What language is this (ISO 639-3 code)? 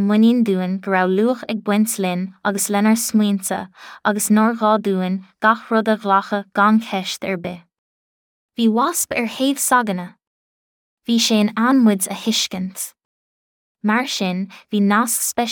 gle